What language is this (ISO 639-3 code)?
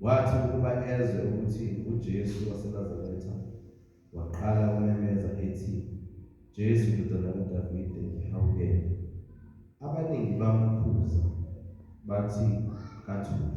zul